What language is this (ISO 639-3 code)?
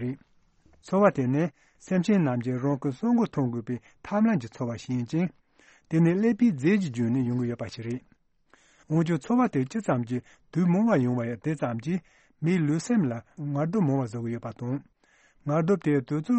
bod